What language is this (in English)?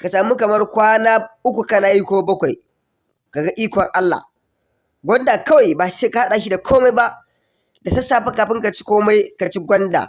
Hausa